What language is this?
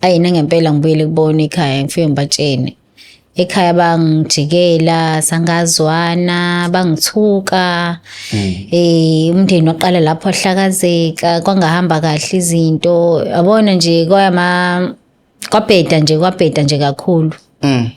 Zulu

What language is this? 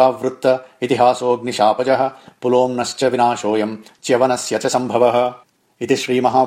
Sanskrit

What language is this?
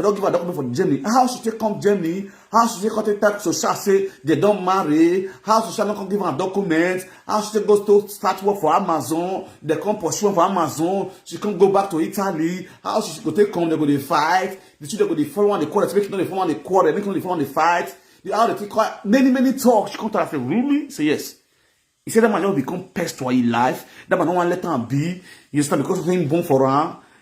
Nigerian Pidgin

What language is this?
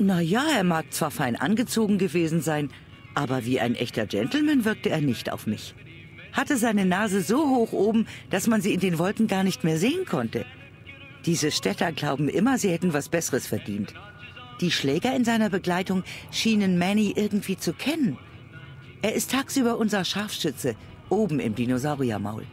Bavarian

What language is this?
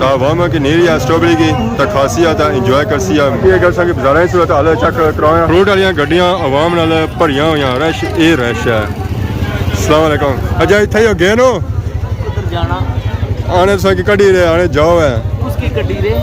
Pahari-Potwari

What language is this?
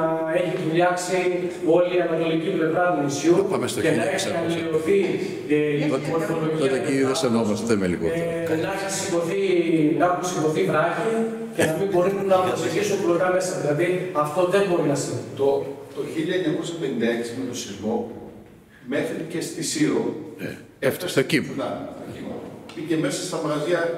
Greek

